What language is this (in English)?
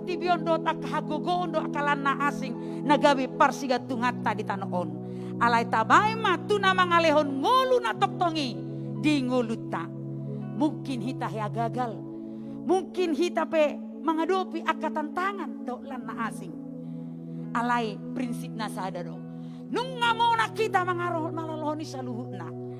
Batak Toba